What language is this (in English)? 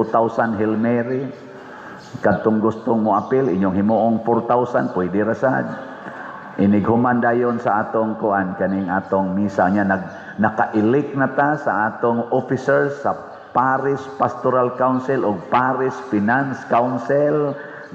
Cebuano